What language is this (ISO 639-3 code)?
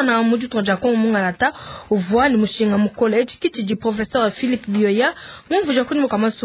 lua